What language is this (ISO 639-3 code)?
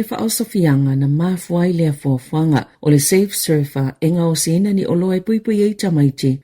smo